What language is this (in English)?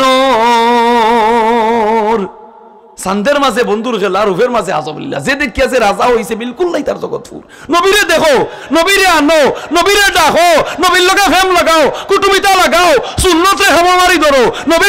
Sylheti